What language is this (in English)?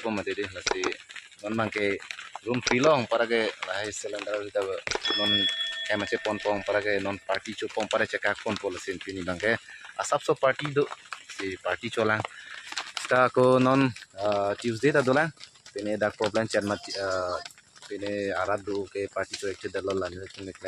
Karbi